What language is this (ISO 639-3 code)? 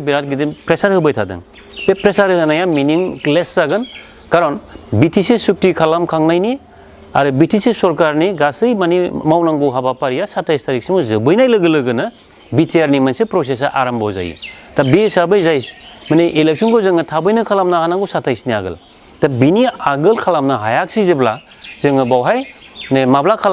brx